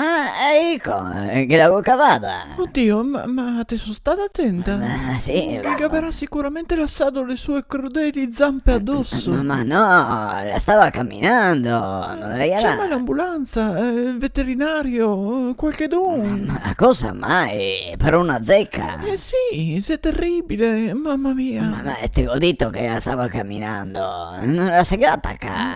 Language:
Venetian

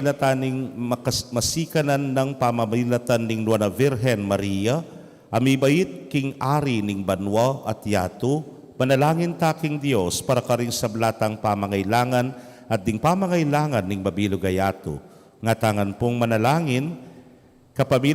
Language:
Pampanga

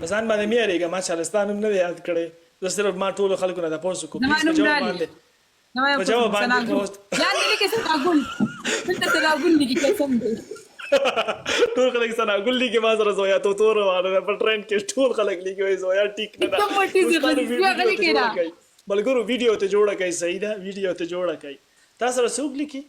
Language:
Pashto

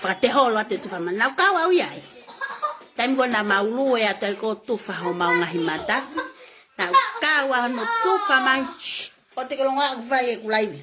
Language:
Tongan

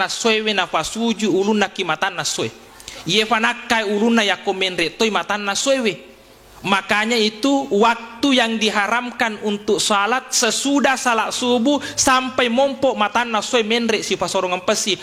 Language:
Buginese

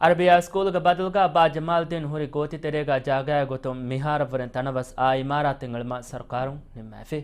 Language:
Divehi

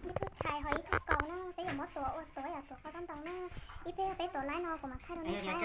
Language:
Hmong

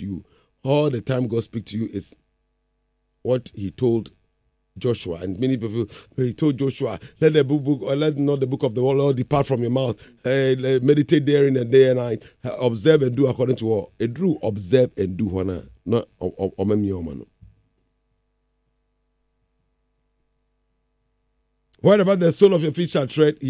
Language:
English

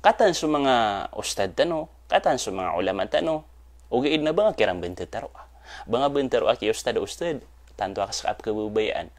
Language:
Maranao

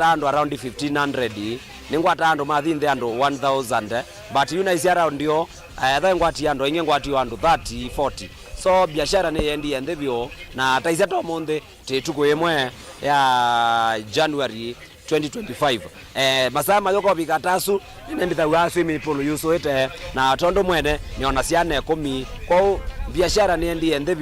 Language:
Kamba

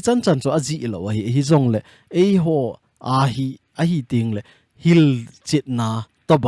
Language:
Thado Chin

